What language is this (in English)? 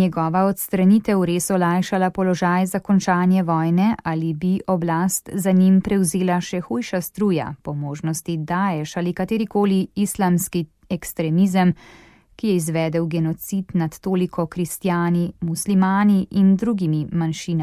Slovenian